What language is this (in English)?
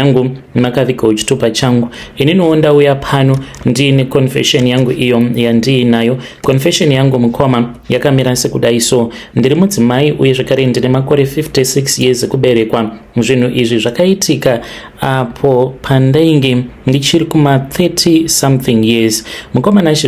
Shona